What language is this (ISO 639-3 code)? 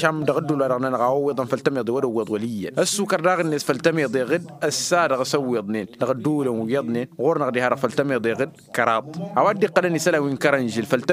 taq